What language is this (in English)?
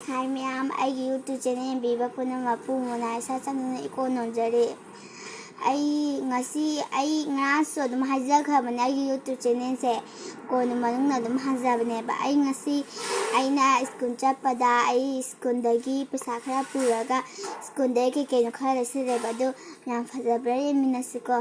Manipuri